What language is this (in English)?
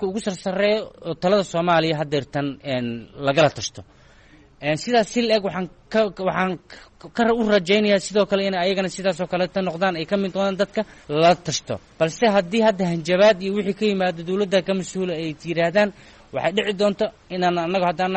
Somali